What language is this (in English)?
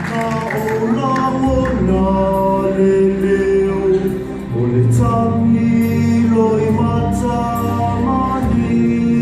Samoan